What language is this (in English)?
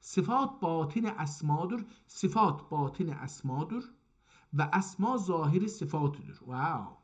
South Azerbaijani